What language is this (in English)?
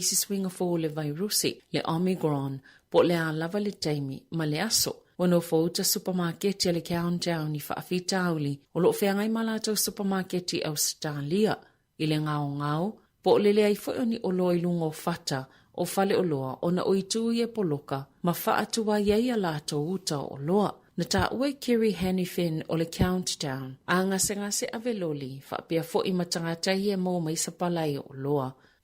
Samoan